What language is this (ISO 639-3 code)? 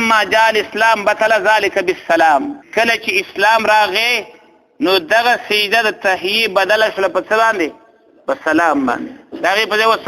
pus